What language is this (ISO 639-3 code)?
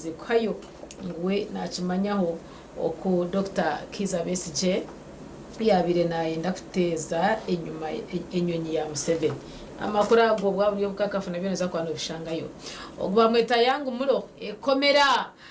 nyn